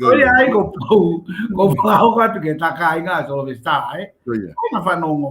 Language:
Tongan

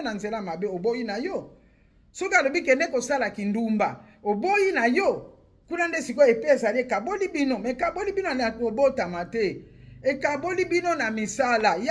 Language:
Lingala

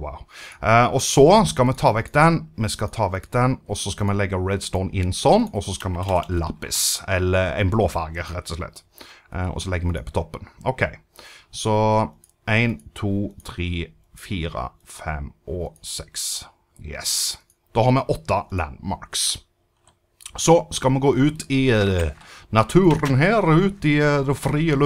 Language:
Norwegian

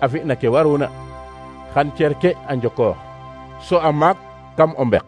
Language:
Serer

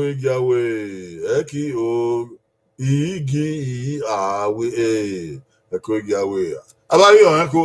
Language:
Bini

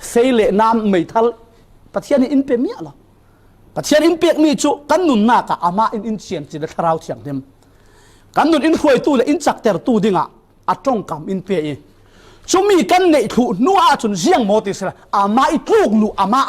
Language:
Falam Chin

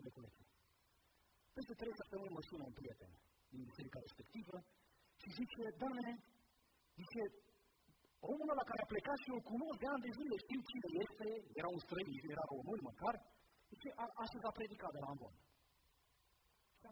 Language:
Romanian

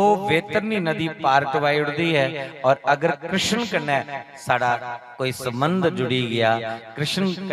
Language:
Dogri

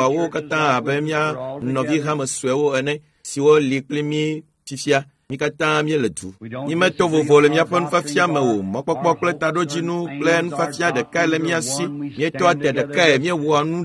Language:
Ewe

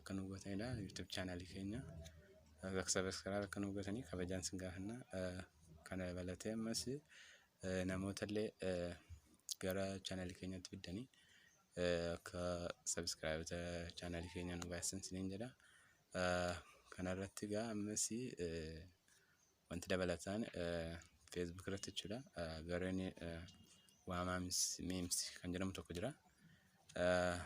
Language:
Oromo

